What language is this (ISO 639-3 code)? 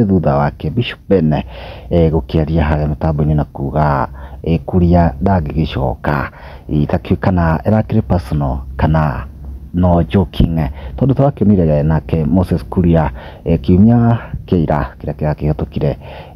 kik